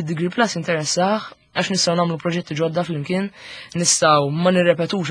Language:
Maltese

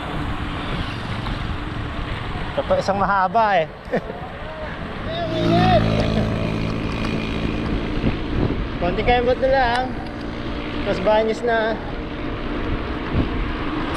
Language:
Filipino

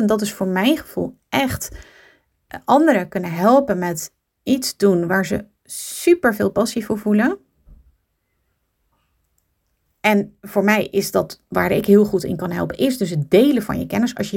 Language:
Dutch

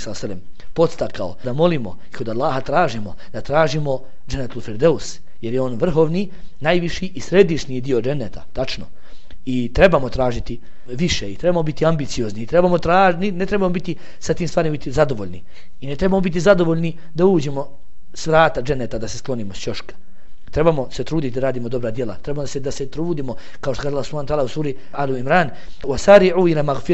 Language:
Bosnian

